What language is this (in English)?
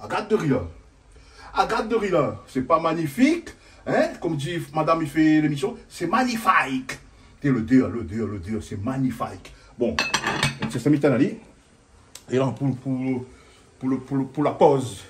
Réunion Creole French